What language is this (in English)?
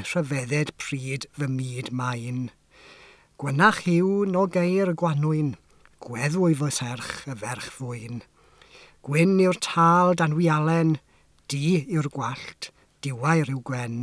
Welsh